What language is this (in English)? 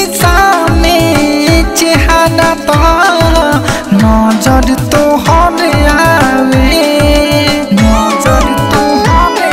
Bhojpuri